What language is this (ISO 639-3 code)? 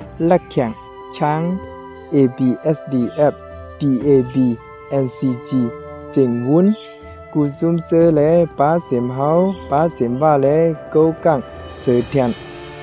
shn